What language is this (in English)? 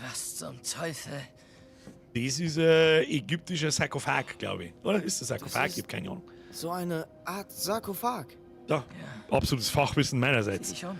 Bavarian